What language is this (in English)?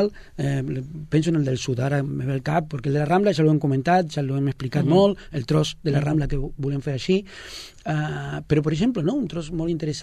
Catalan